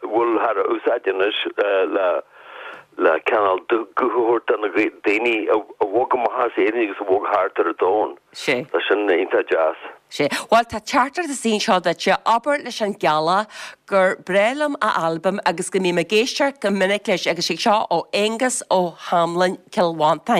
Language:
Irish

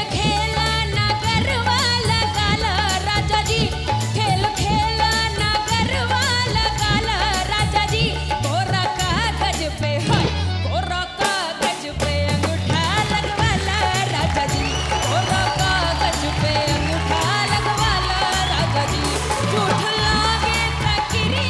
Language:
Bhojpuri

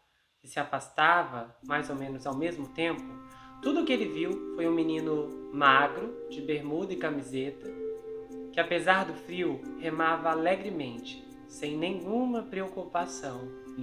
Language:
Portuguese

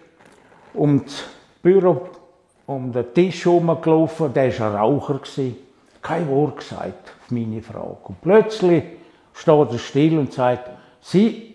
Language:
Swiss German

